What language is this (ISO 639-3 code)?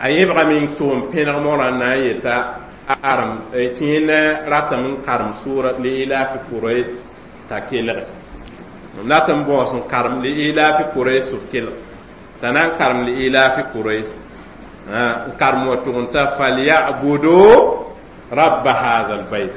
mos